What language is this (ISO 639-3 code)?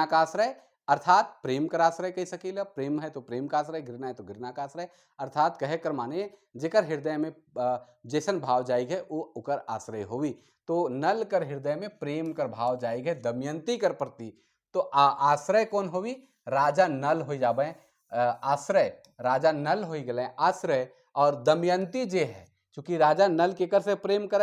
sck